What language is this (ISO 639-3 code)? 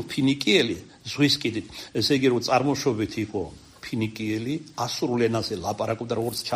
kat